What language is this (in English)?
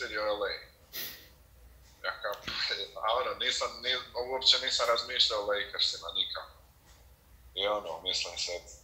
Croatian